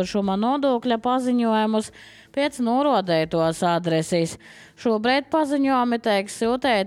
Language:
Latvian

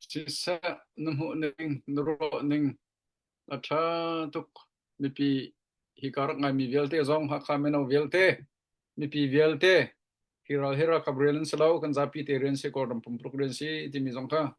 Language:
Hakha Chin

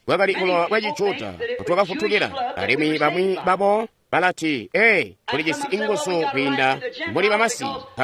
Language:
Tonga (Zambia)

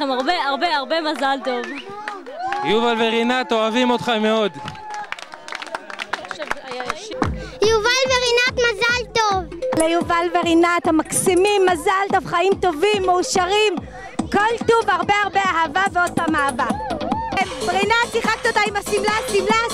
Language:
Hebrew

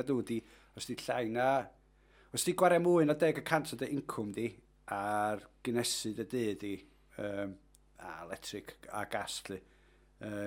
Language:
Welsh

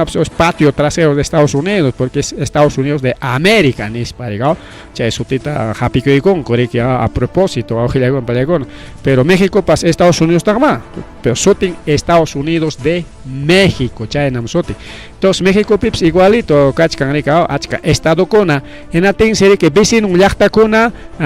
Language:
Ayacucho Quechua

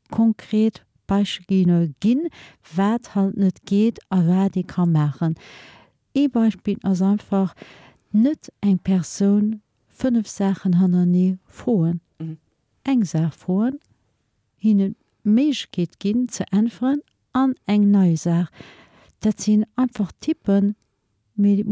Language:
Luxembourgish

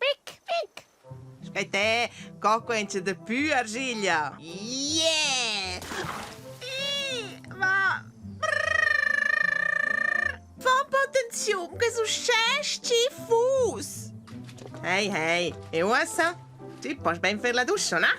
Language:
Romansh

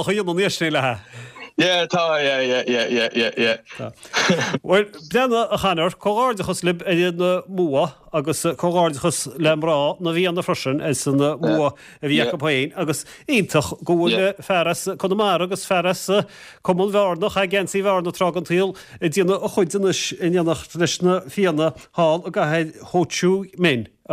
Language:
Irish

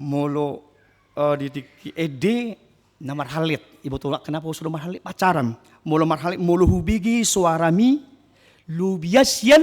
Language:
Batak Toba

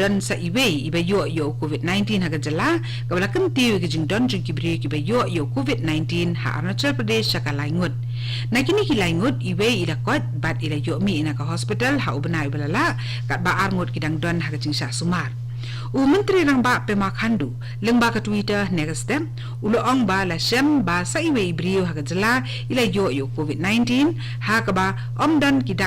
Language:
Khasi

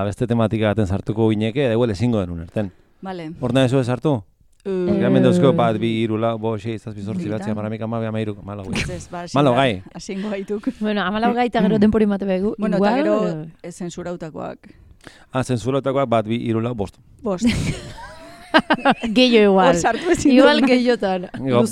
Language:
Basque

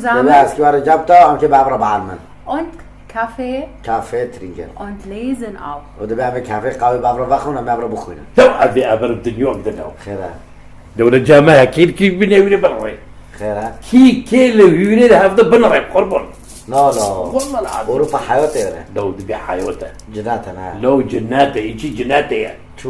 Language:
Kurdish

